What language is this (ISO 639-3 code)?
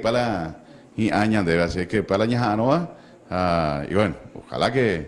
grn